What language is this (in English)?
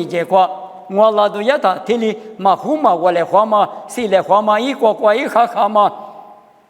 Lisu